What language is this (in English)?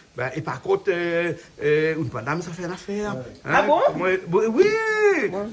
Réunion Creole French